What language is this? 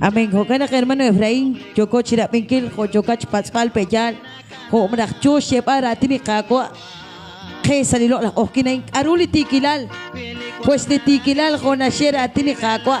Kekchí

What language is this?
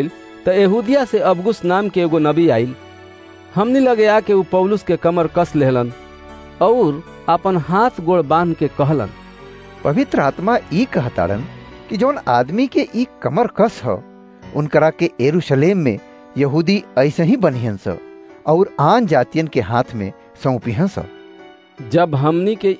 Bhojpuri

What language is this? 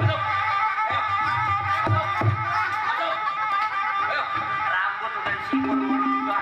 Betawi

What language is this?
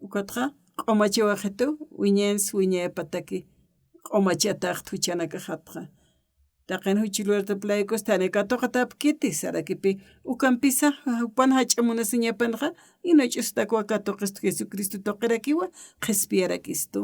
Aymara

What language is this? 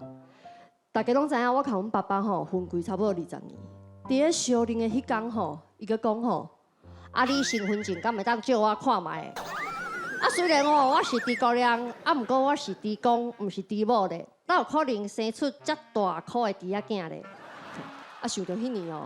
Min Nan Chinese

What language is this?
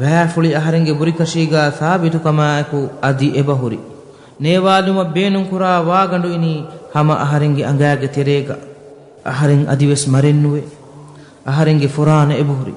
Divehi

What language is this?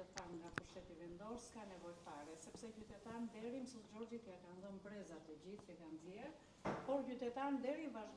Albanian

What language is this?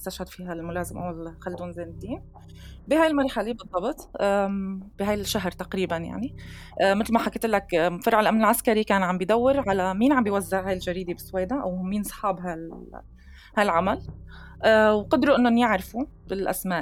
North Levantine Arabic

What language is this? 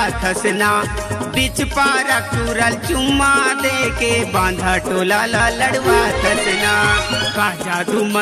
Chhattisgarhi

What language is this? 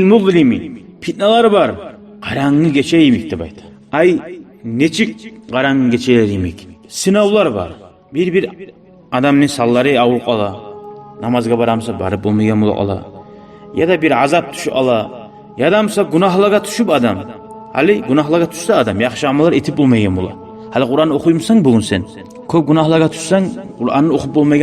Kumyk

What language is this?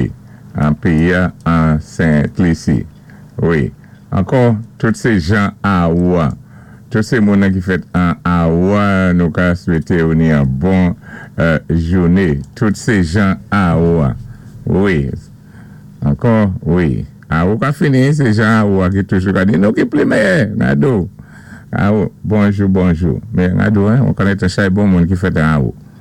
Saint Lucian Creole French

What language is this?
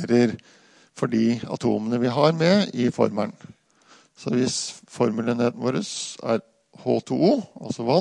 Norwegian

